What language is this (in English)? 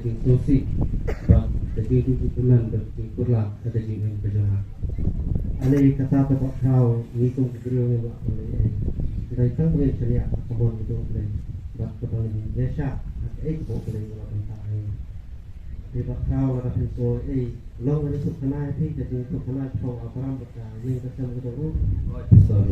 Khasi